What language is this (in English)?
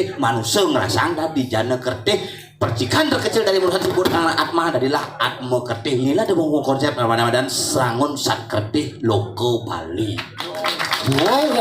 Balinese